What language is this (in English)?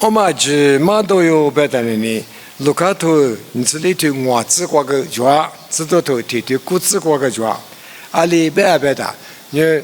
Lisu